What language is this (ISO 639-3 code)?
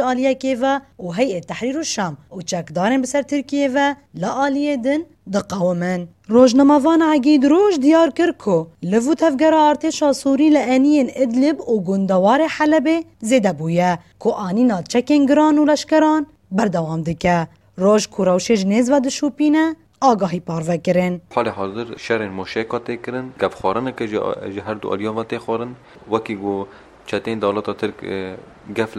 kur